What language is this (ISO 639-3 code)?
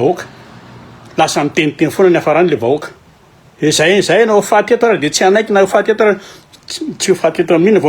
mlg